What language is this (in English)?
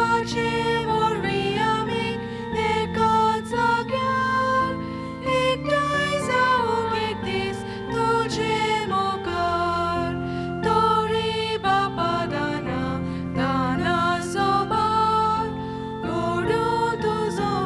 Konkani